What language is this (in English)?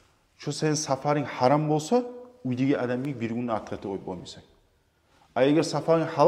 Kumyk